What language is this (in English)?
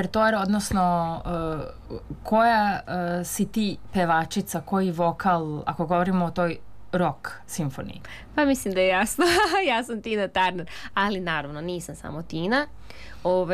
Serbian